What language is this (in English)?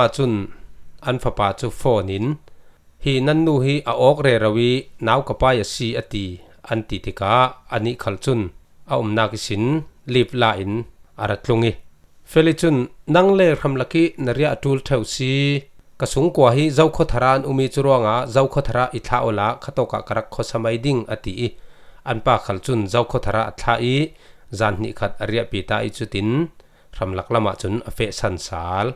Falam Chin